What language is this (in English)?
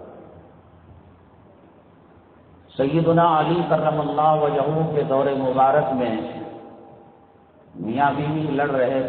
Urdu